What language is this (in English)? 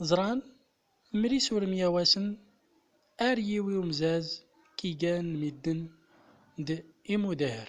Central Atlas Tamazight